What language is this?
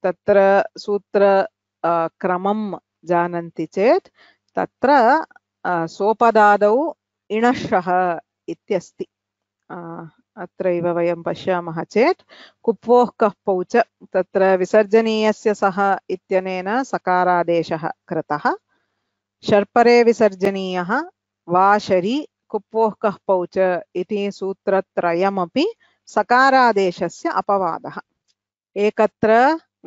Sanskrit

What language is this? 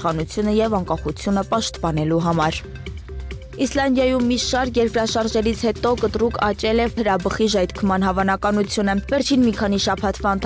Armenian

